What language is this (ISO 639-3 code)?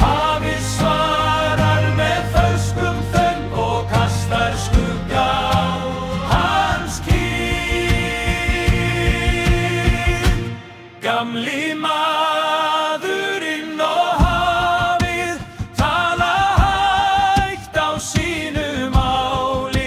isl